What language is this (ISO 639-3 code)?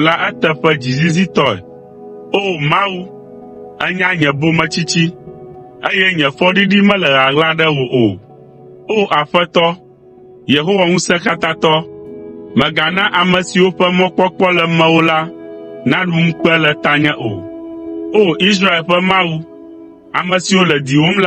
ewe